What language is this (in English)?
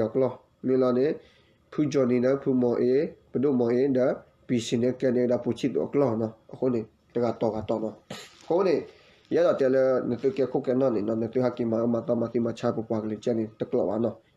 S'gaw Karen